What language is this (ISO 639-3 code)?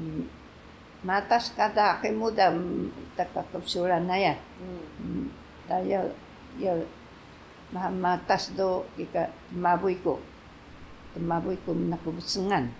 trv